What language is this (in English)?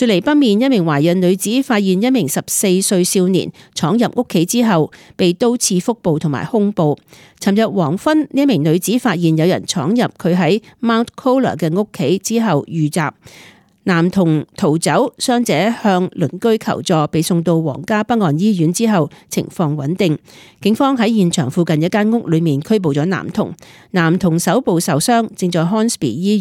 Cantonese